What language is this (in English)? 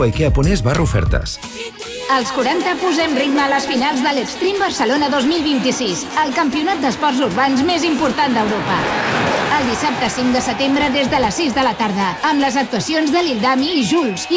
Catalan